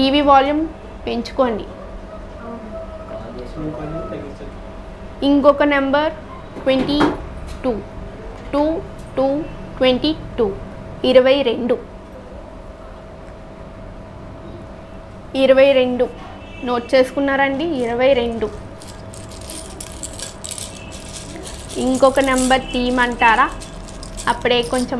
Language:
Telugu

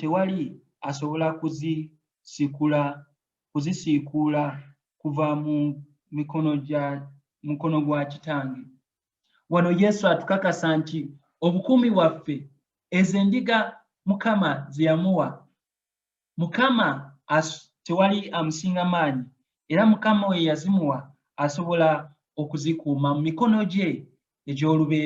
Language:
Ganda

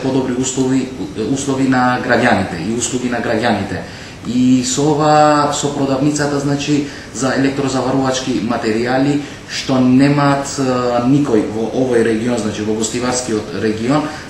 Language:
Macedonian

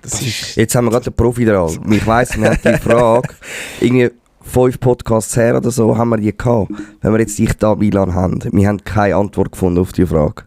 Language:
Swiss German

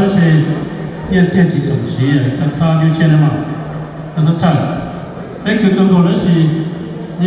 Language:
Hmong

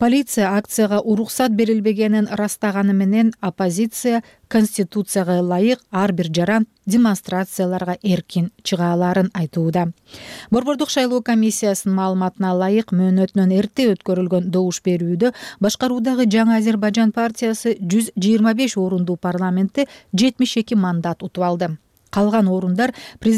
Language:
Kyrgyz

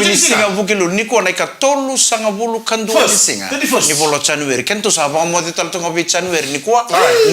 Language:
Fijian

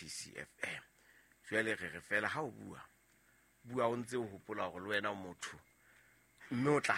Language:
Southern Sotho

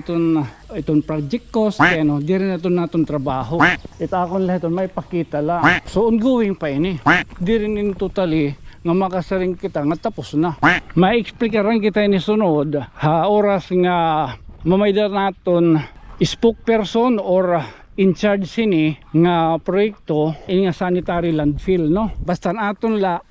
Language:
Waray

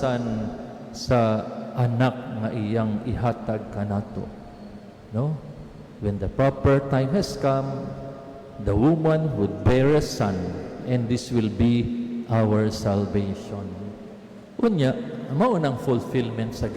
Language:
Cebuano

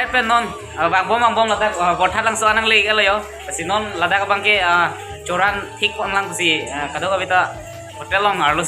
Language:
Karbi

